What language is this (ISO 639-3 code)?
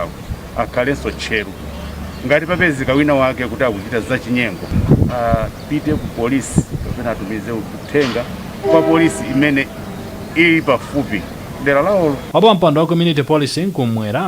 nya